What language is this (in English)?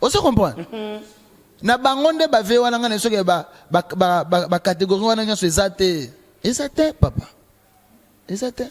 Lingala